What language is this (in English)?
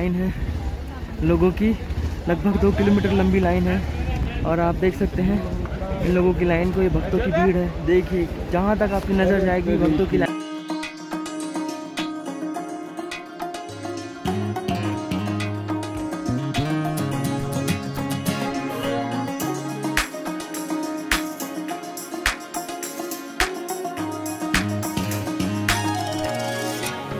Hindi